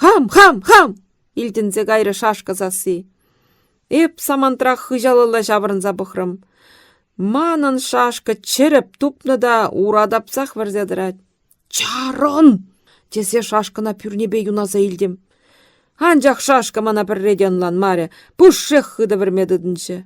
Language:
Chuvash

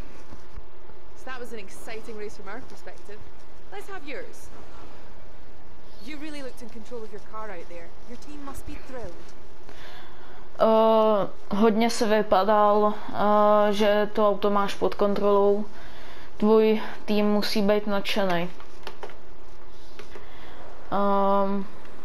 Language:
Czech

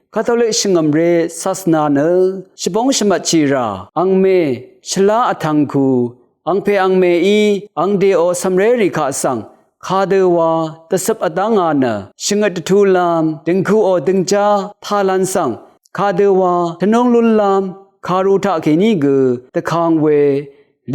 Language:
Rawang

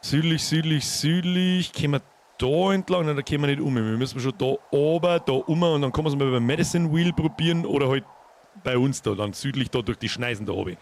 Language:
Bavarian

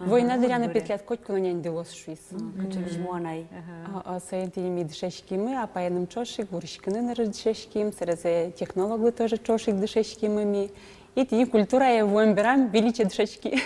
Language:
Udmurt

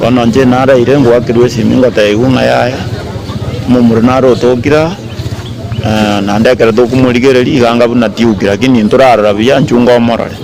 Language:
Gusii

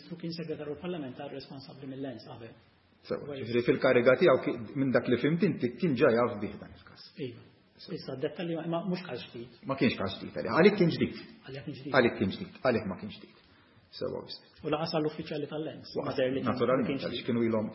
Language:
Maltese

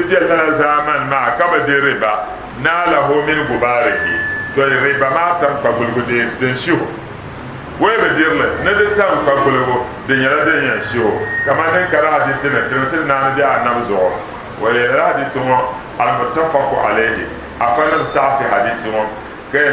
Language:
Dagbani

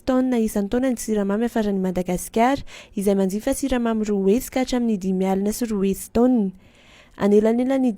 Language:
Malagasy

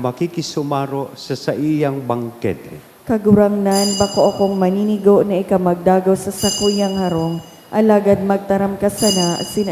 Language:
Bikol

